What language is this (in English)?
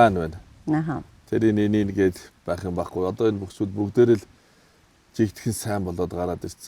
Mongolian